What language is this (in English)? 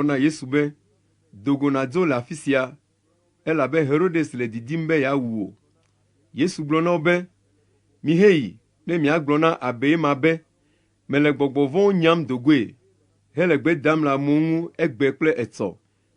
Ewe